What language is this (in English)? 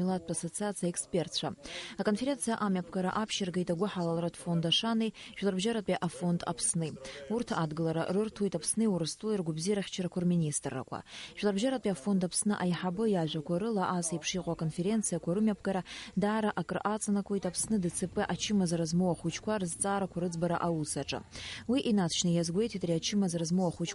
Abkhazian